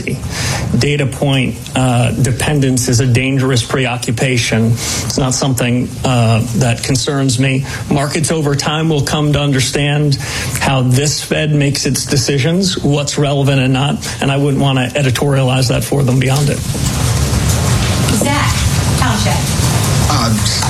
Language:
English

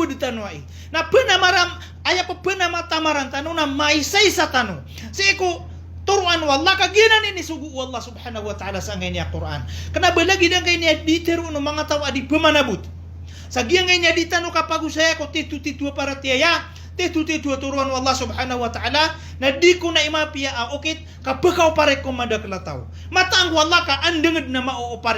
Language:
Maranao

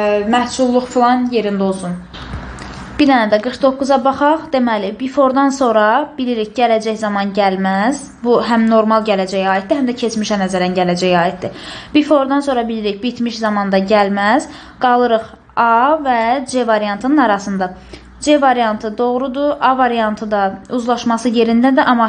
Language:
Azerbaijani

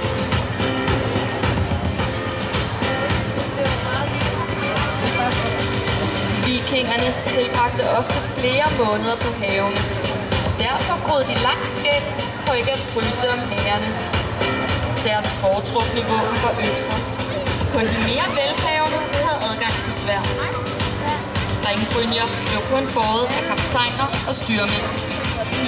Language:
Danish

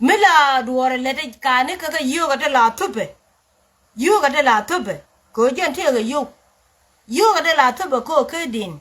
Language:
Nuer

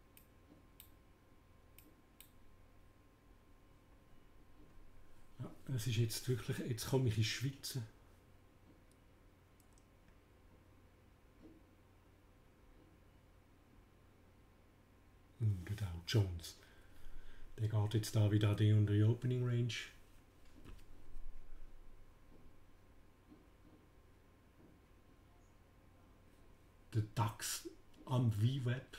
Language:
German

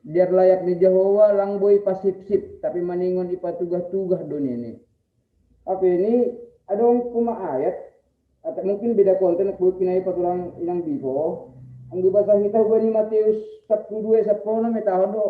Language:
Batak Simalungun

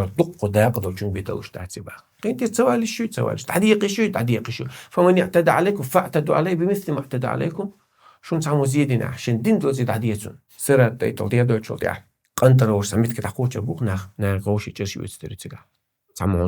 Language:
Chechen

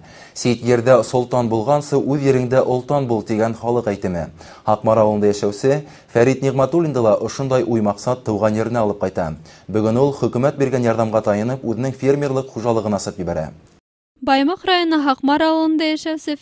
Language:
Bashkir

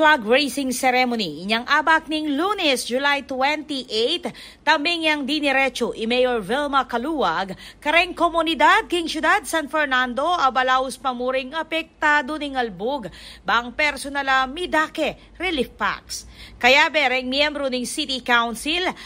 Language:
Pampanga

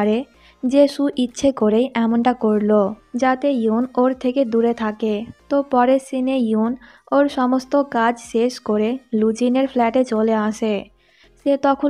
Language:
Bangla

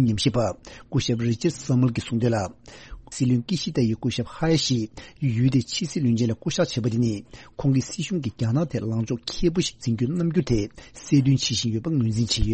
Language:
Tibetan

